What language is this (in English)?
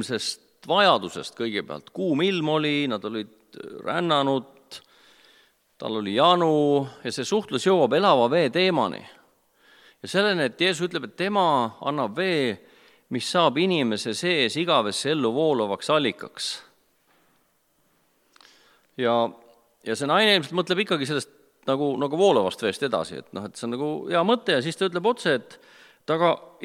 Estonian